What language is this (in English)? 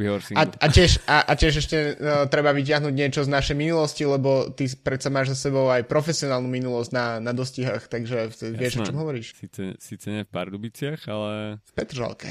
Slovak